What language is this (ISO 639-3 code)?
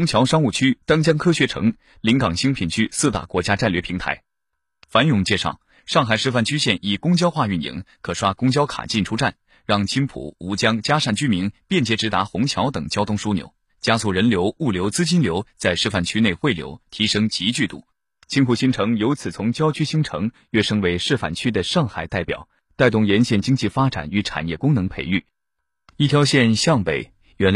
zho